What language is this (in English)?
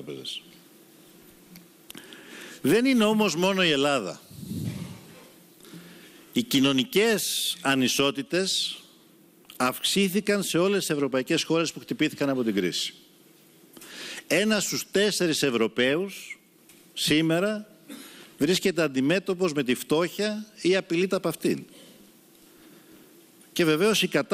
Greek